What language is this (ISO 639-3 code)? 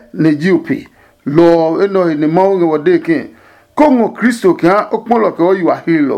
ada